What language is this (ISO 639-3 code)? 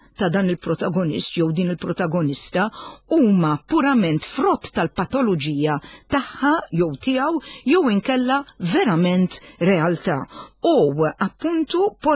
mlt